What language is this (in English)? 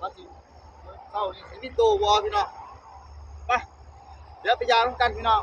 Northeastern Thai